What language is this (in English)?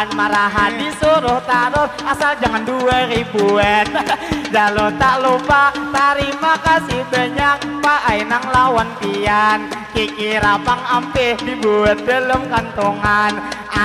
Banjar